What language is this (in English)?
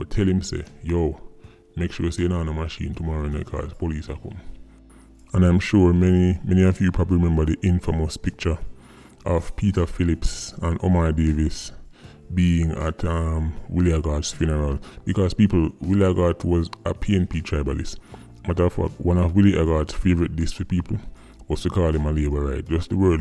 Jamaican Creole English